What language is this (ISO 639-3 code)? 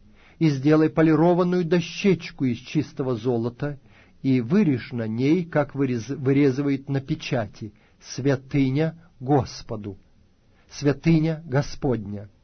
rus